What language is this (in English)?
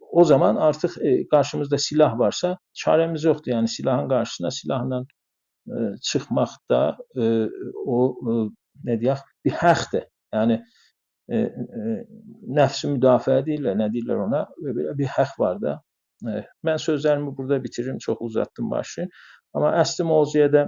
South Azerbaijani